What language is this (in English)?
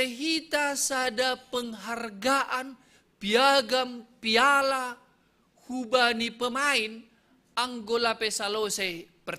Batak Simalungun